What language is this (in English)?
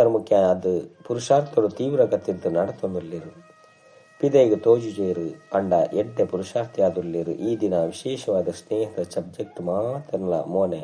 Tulu